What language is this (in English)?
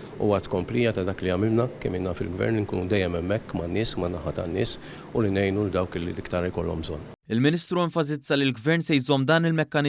Maltese